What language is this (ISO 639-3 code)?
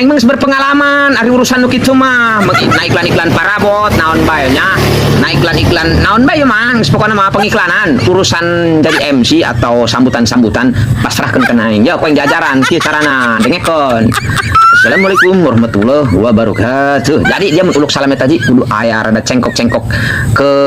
sun